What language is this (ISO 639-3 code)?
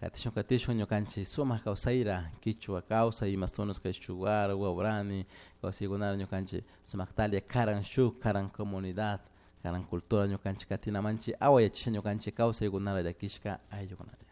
qug